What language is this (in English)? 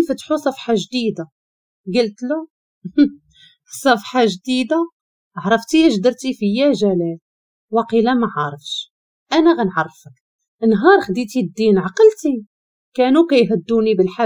Moroccan Arabic